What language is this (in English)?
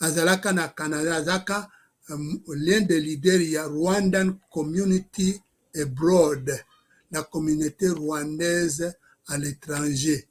Lingala